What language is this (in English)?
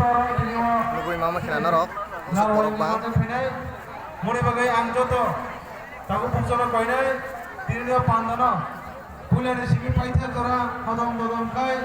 Kok Borok